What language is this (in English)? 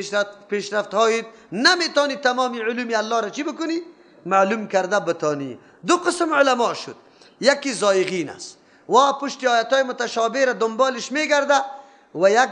Persian